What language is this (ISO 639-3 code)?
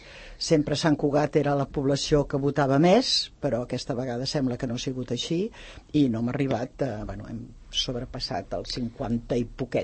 cat